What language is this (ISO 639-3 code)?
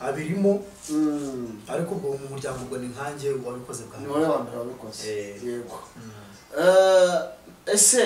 kin